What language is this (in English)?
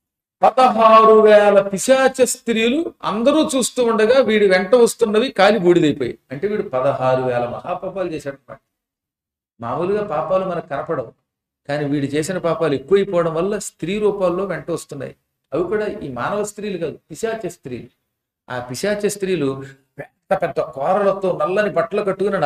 Telugu